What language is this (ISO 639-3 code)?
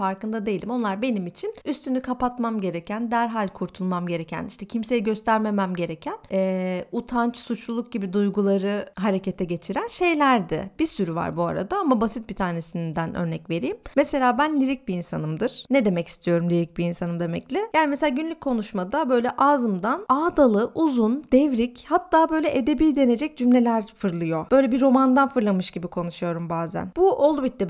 tur